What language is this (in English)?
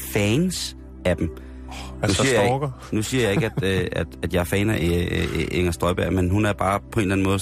Danish